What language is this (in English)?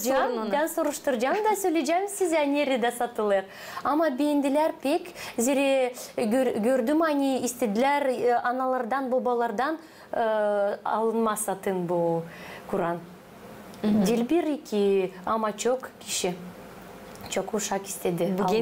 Gagauz